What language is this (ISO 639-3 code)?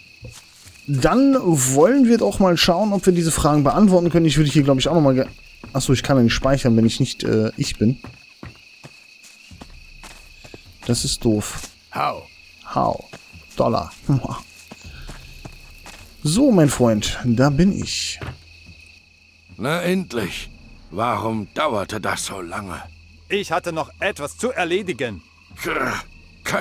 deu